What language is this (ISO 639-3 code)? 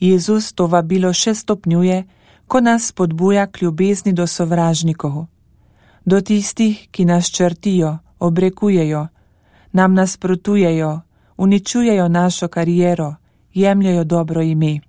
slv